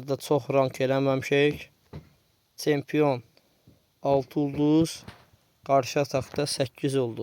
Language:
Azerbaijani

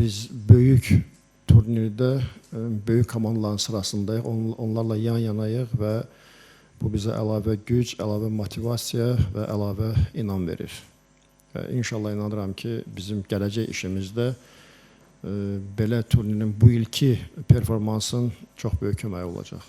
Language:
Azerbaijani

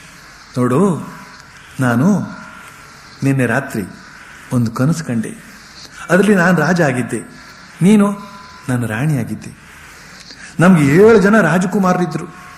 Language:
Kannada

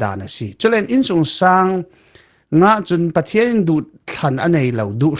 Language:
Falam Chin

